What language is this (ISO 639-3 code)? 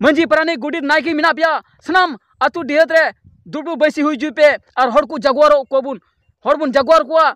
sat